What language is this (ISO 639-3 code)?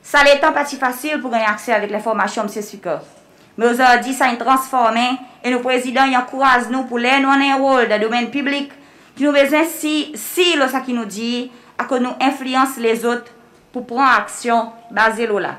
crs